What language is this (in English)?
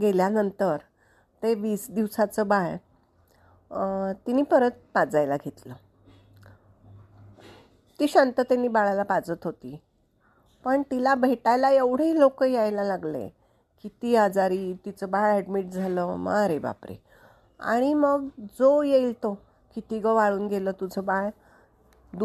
Marathi